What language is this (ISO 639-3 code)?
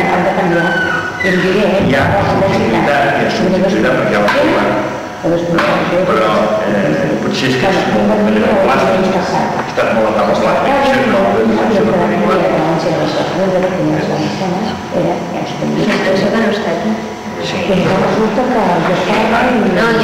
cat